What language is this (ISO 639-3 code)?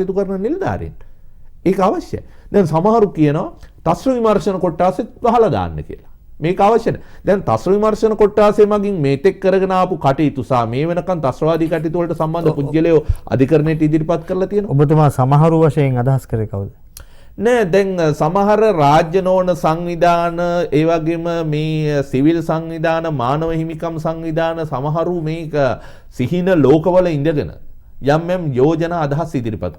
sin